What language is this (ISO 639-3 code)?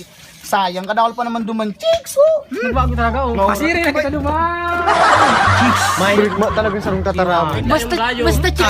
bik